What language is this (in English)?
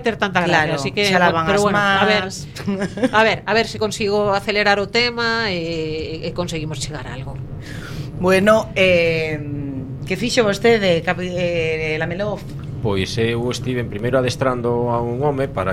Galician